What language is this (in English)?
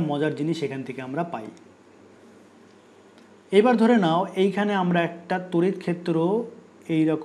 Bangla